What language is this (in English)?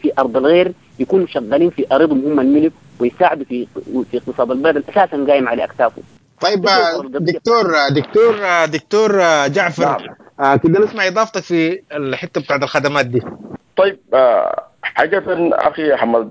Sudanese Arabic